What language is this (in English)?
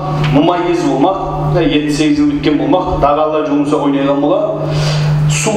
Kumyk